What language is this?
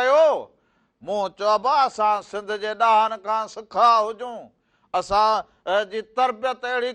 Sindhi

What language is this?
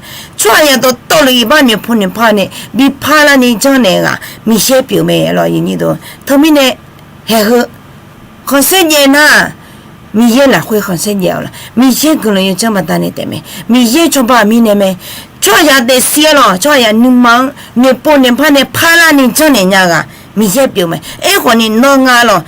Akha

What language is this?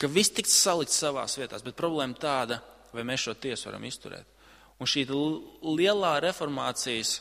Latvian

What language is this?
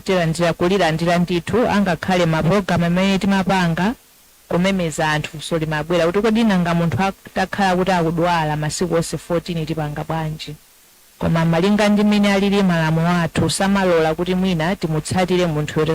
Nyanja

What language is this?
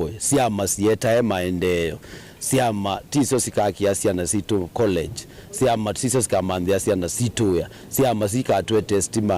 Kamba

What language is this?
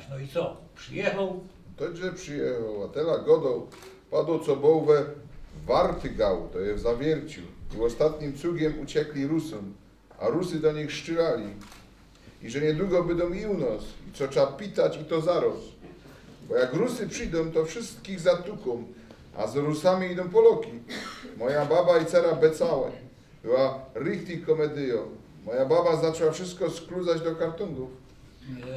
Silesian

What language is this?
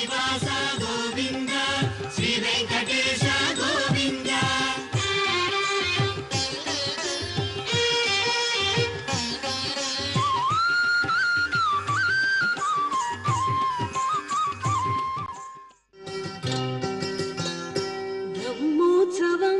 Telugu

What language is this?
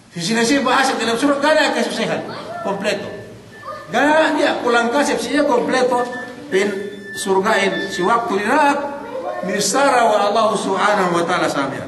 Yakan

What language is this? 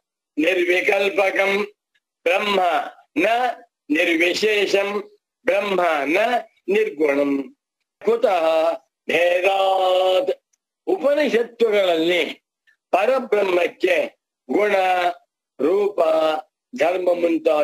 Kannada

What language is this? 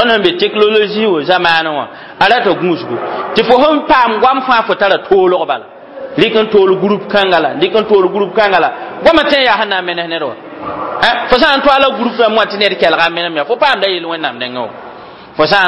Mossi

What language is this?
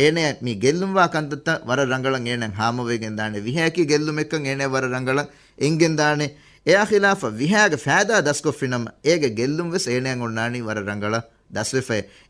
Divehi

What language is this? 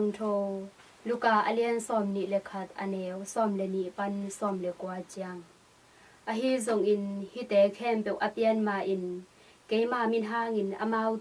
Tedim Chin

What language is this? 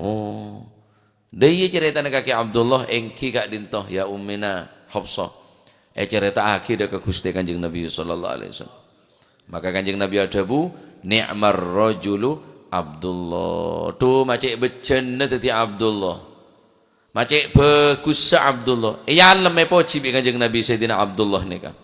Madurese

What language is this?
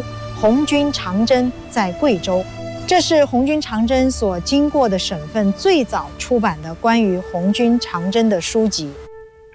Chinese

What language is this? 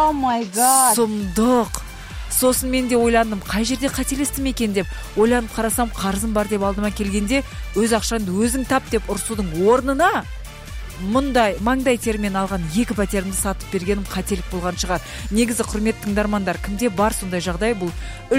Kazakh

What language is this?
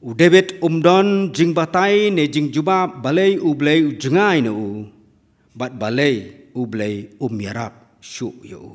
Khasi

